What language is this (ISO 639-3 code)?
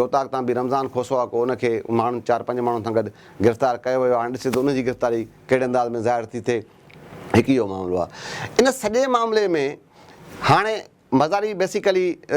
snd